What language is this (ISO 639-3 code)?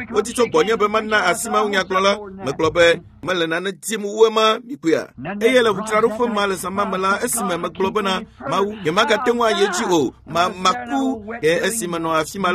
ewe